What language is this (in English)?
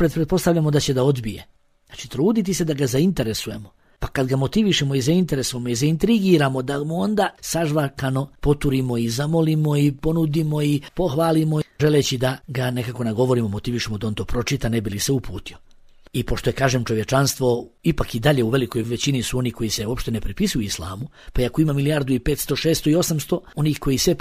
Bosnian